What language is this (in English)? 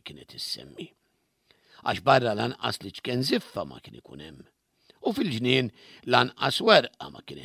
Maltese